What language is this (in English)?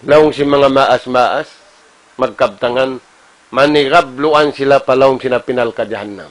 Tausug